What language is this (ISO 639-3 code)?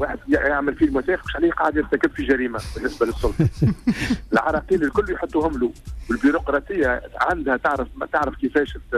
aeb